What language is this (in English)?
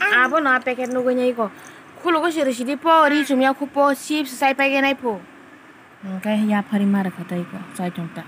Kok Borok